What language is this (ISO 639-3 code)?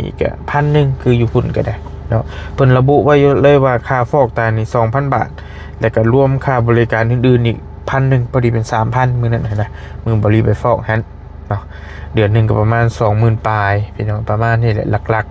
lao